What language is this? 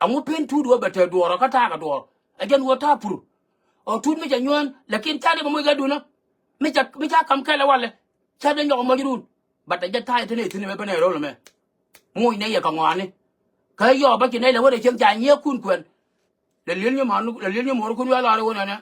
Nuer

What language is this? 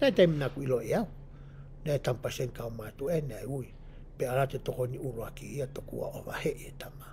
Tongan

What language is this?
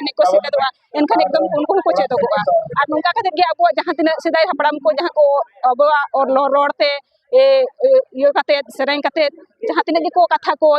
Santali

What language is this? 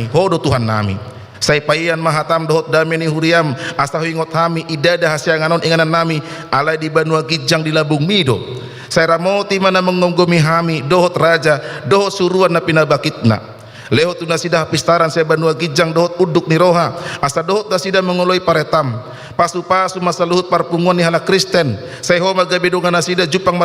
Batak Toba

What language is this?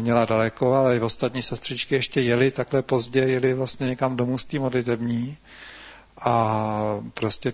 Czech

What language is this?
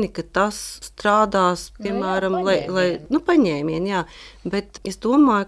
Latvian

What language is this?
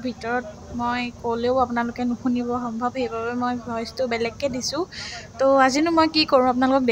Assamese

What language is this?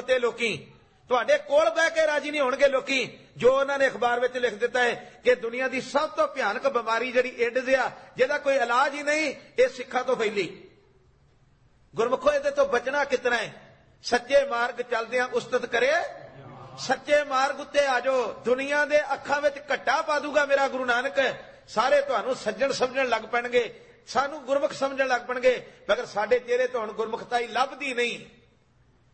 Punjabi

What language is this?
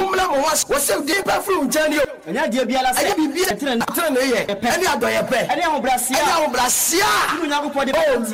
Akan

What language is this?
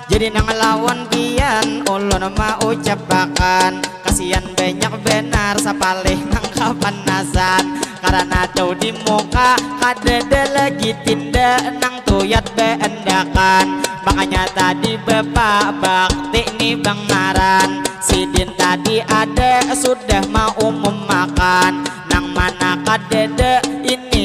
Banjar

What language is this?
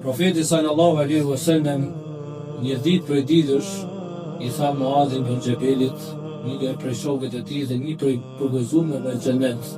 Albanian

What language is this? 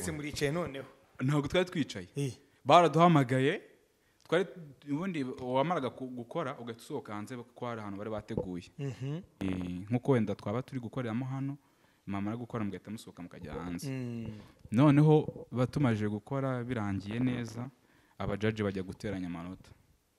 Kinyarwanda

